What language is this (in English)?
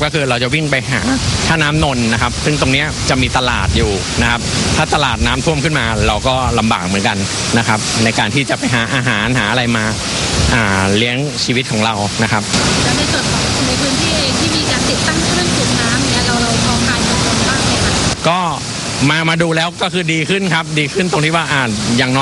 Thai